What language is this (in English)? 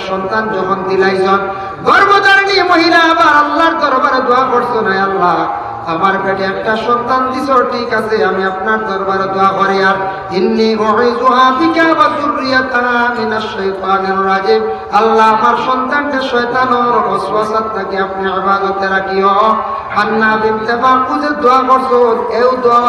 Sylheti